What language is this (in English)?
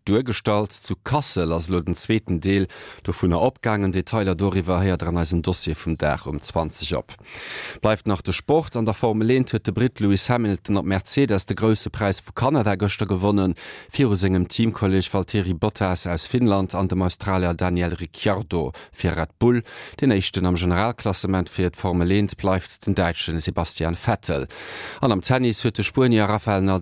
Luxembourgish